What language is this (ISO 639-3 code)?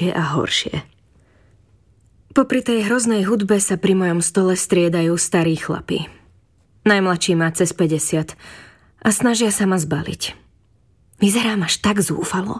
slk